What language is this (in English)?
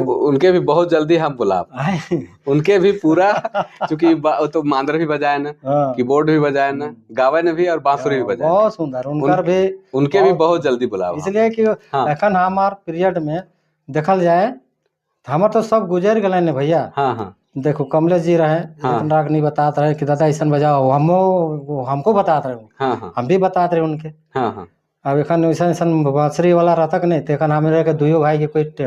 Sadri